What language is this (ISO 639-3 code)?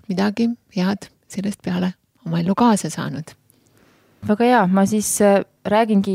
est